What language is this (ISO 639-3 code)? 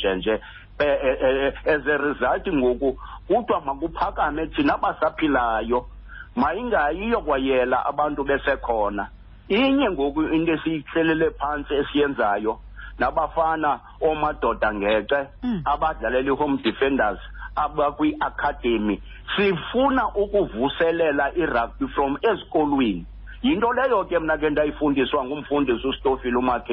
xho